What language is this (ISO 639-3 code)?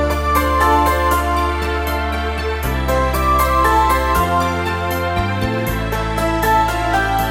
kaz